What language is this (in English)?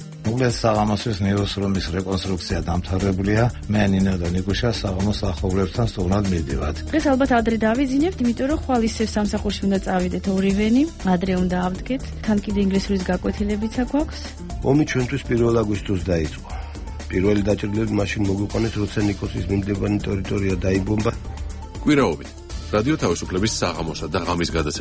Georgian